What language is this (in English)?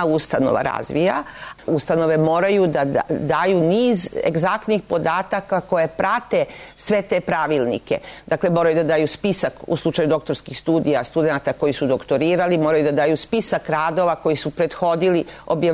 Serbian